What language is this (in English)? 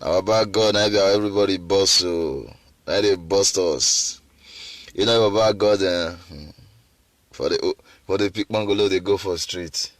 Nigerian Pidgin